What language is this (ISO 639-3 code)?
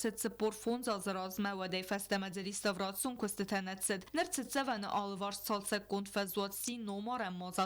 oss